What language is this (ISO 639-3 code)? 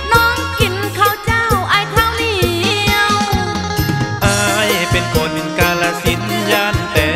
tha